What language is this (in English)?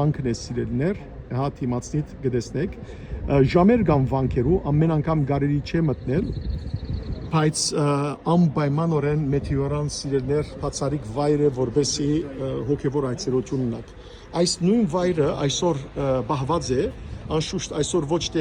Western Armenian